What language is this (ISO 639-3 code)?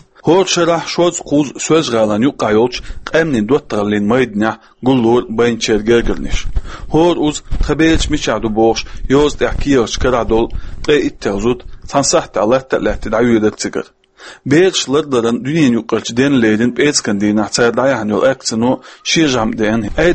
che